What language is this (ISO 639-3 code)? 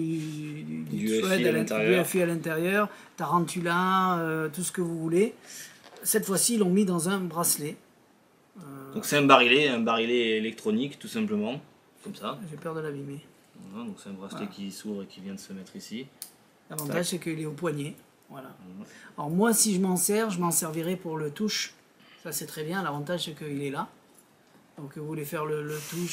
fra